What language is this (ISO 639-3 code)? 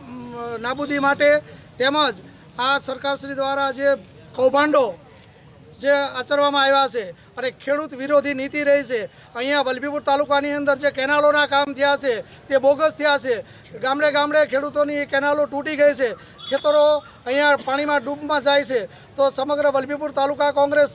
guj